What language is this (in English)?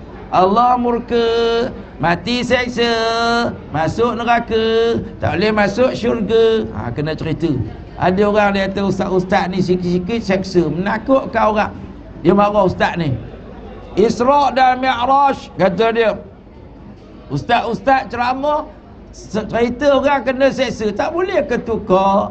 Malay